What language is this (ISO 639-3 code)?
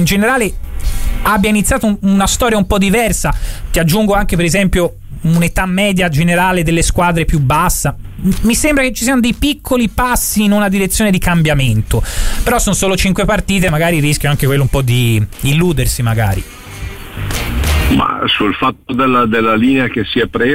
ita